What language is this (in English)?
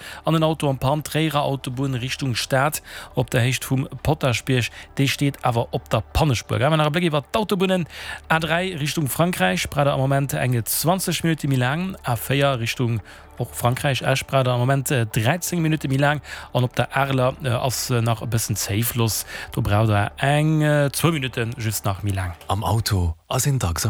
Luxembourgish